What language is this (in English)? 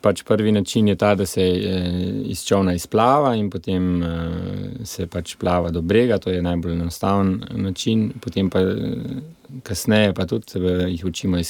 Slovenian